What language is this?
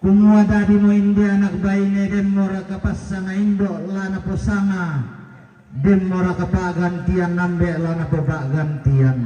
Toraja-Sa'dan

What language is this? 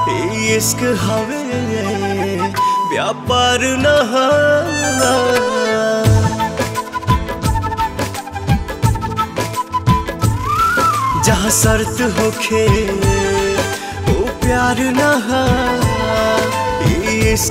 Bhojpuri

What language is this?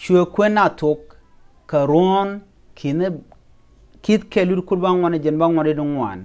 Nuer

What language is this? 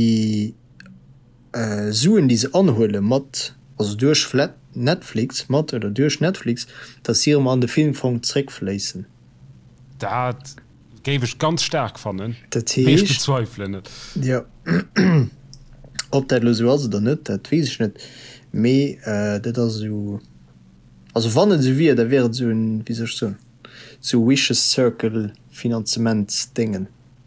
Luxembourgish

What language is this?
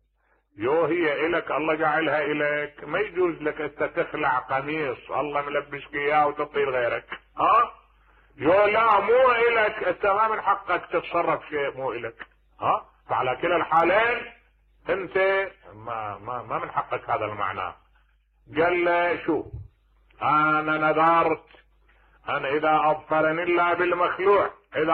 Mesopotamian Arabic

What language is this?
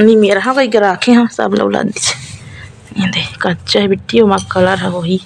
Chhattisgarhi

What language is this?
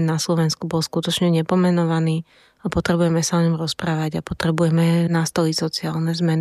Slovak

